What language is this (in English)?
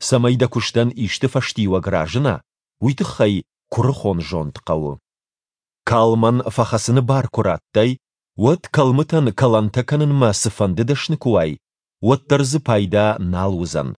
Ossetic